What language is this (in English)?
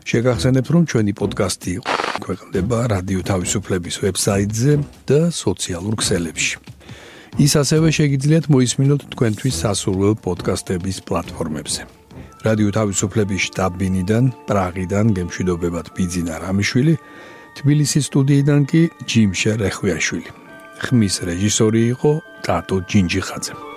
Georgian